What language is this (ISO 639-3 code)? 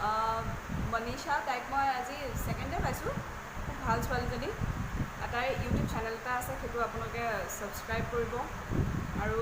asm